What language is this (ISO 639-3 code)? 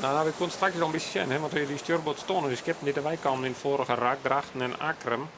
fry